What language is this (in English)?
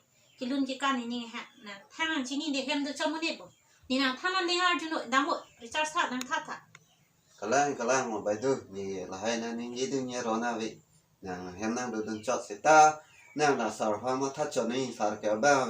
Karbi